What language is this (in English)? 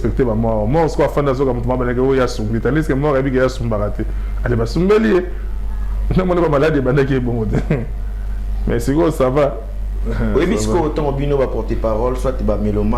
Lingala